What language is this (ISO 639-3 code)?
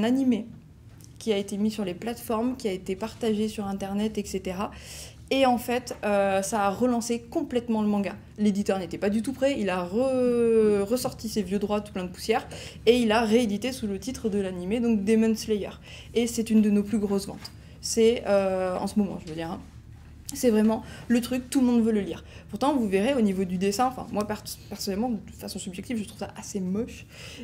fra